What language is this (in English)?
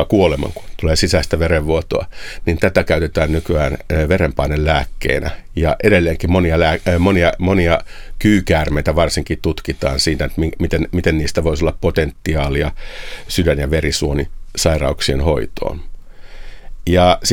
Finnish